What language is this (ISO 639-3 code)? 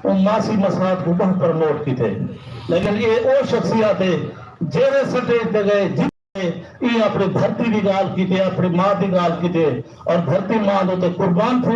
skr